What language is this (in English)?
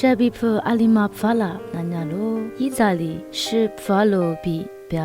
Lisu